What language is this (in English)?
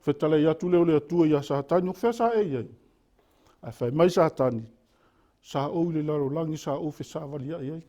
Samoan